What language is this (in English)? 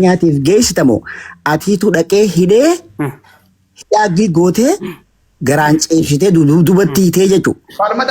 Oromo